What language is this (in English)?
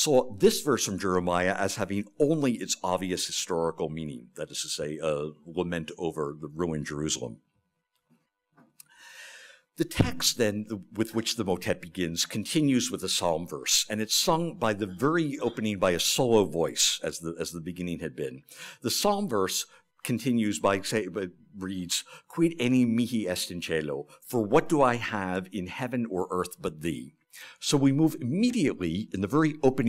English